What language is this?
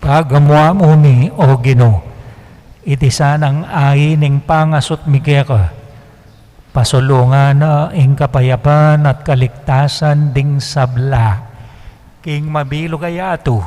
Pampanga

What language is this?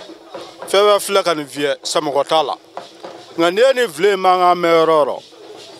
Bambara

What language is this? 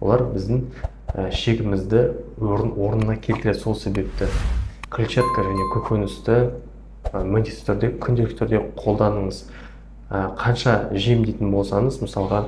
Kazakh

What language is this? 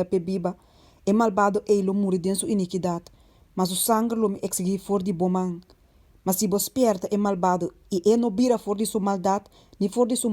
Papiamento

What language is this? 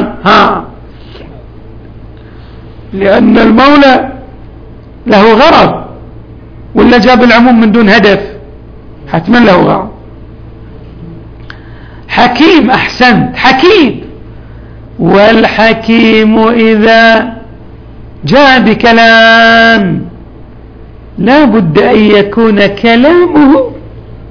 Arabic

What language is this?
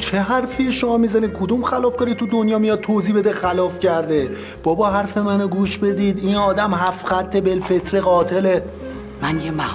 Persian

